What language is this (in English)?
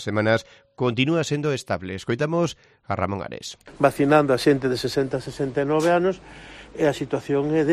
Galician